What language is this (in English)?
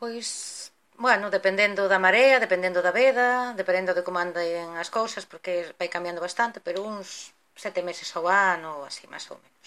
Galician